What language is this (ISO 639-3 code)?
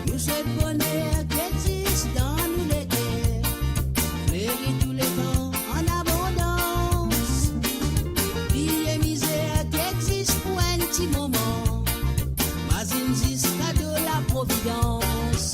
mfe